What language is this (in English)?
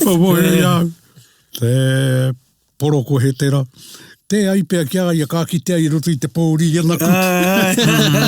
Māori